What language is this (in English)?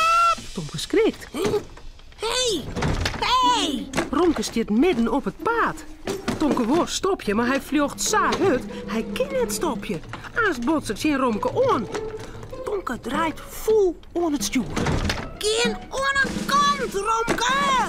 Western Frisian